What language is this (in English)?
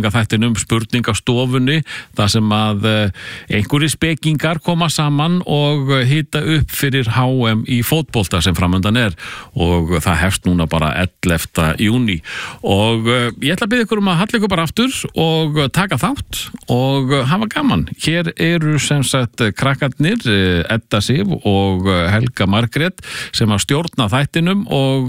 Icelandic